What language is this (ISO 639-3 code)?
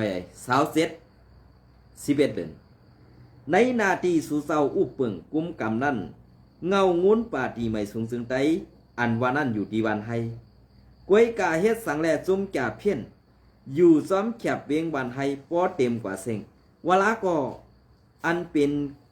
shn